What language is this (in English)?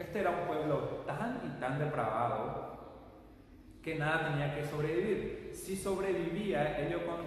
Spanish